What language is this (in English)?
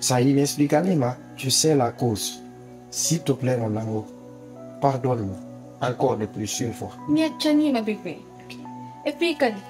Pular